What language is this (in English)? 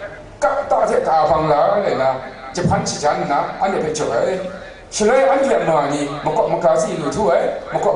Kachin